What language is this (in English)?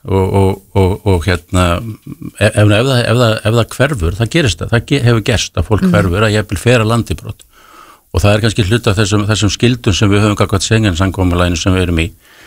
Icelandic